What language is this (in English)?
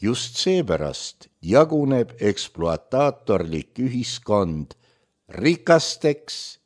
Estonian